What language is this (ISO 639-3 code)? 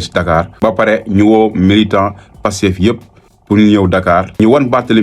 wol